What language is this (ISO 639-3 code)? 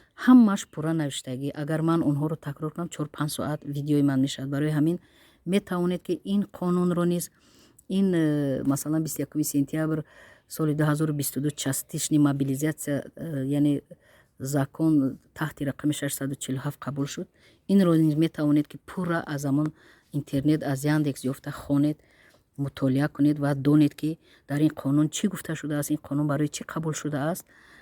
tgk